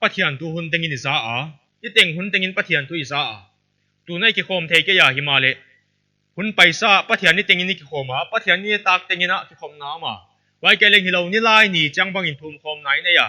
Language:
Paite Chin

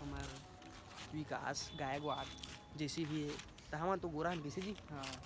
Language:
Chhattisgarhi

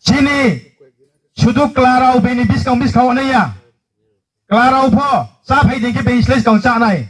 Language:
Riang (India)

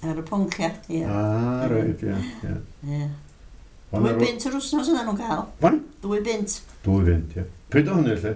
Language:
Welsh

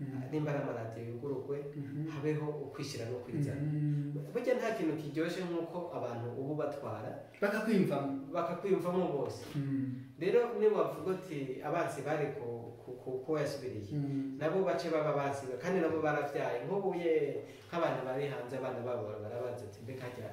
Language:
Rundi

